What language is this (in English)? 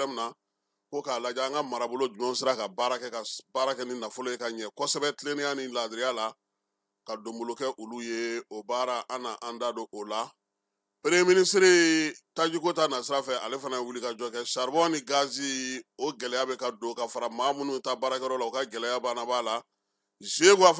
Bambara